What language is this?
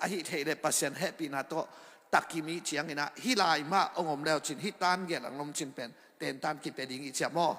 Tedim Chin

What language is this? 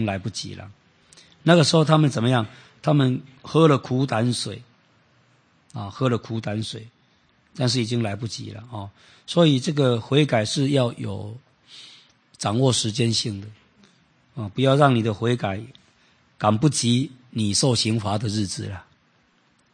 Chinese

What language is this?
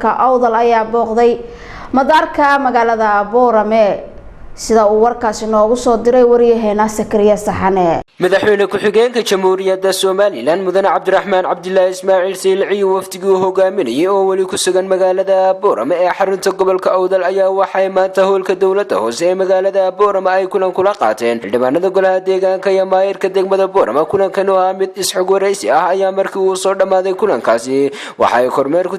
Somali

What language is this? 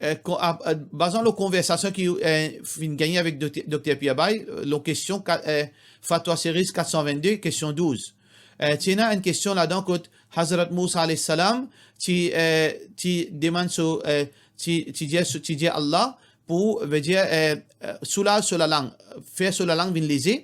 Morisyen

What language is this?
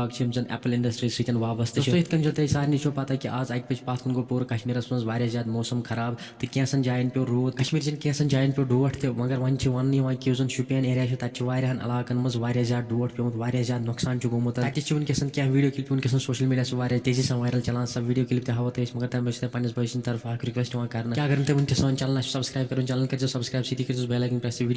Kashmiri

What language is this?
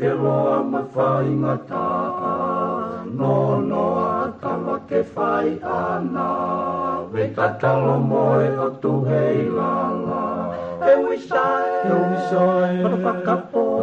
Tongan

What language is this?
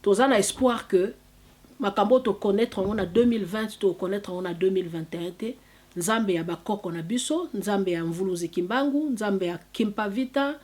Lingala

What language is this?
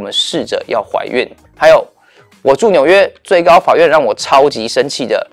Chinese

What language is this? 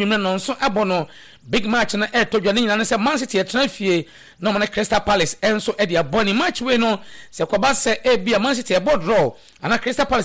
Akan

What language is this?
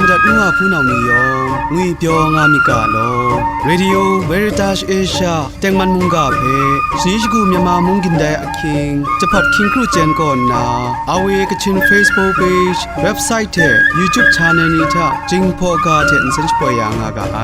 Kachin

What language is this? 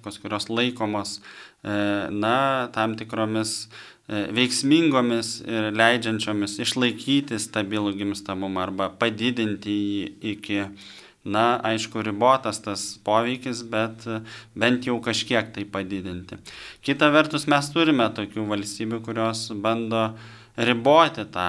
Lithuanian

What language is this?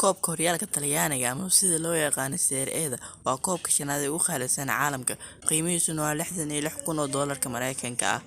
Somali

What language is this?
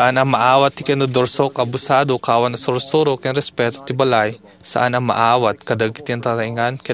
Iloko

